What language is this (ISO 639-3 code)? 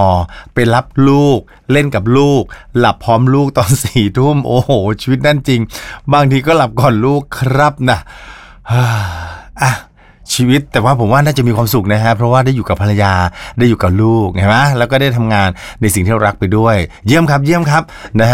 tha